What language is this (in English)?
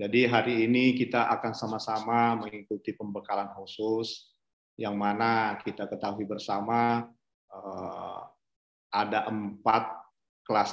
Indonesian